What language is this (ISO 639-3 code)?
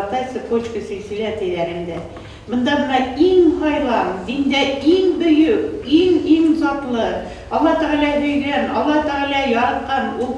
bak